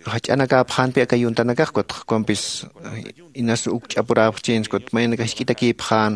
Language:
Aymara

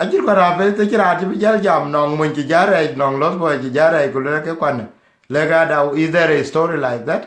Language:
Dinka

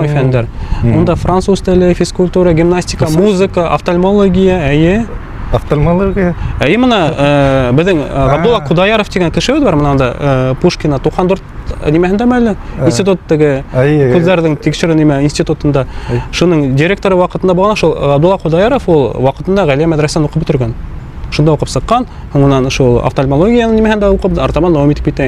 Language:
Bashkir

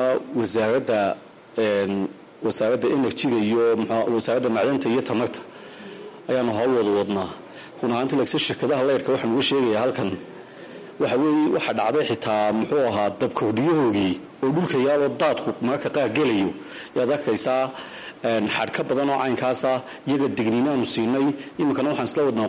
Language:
Somali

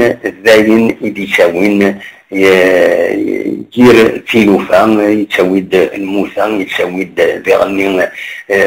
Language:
Kabyle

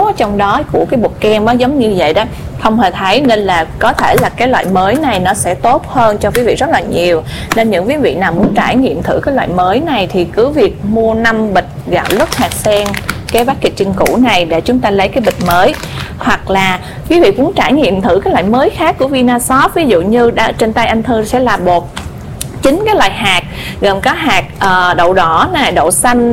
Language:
Vietnamese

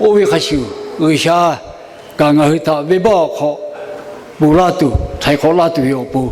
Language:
Lahu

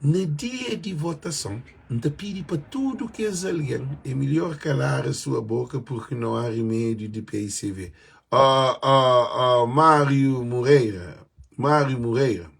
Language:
Kabuverdianu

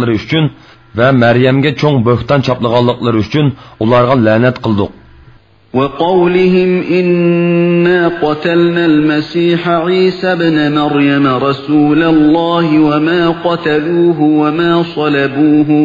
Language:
Uyghur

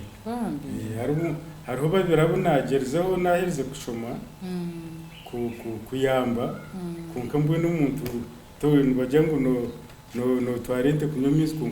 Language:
Nyankole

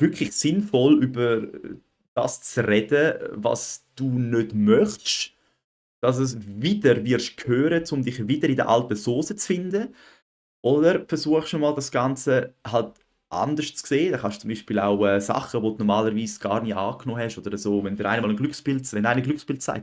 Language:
Swiss German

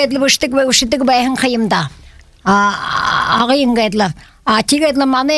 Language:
Buriat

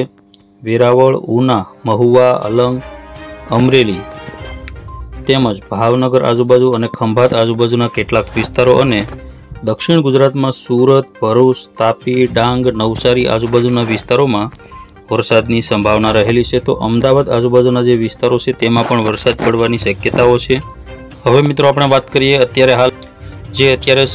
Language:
Gujarati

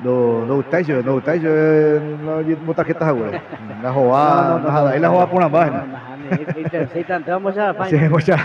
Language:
Guarani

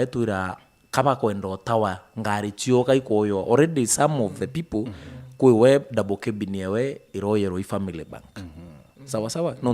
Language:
Meru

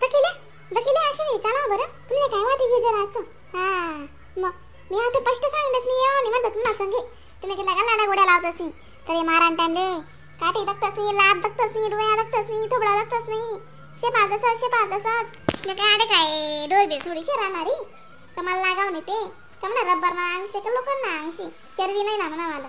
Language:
Khandesi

